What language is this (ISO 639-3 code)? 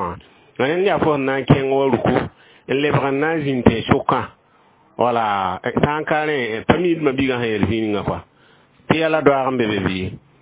mos